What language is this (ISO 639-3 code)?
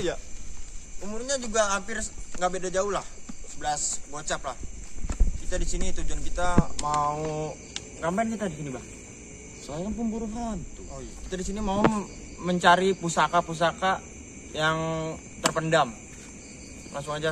bew